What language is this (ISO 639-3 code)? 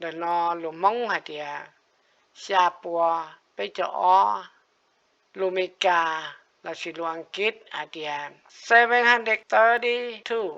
hmn